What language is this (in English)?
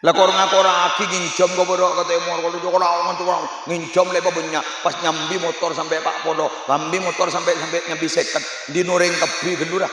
Madurese